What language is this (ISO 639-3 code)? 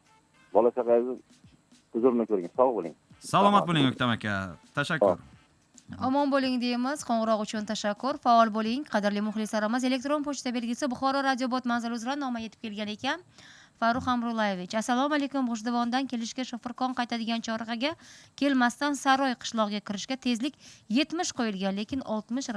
uzb